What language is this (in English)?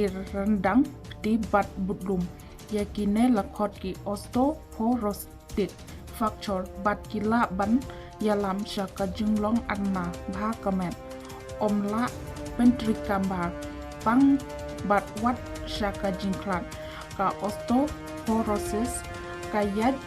Khasi